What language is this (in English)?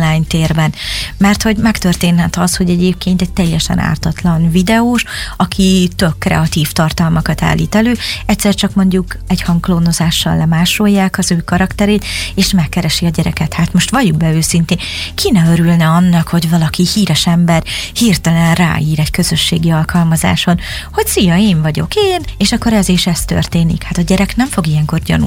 Hungarian